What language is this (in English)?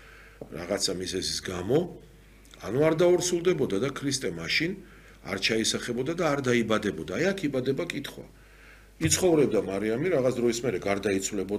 Georgian